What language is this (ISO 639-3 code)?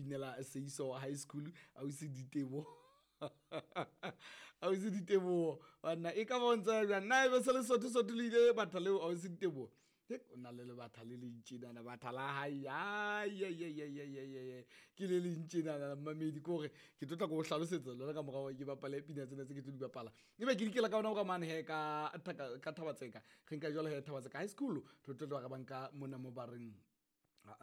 sot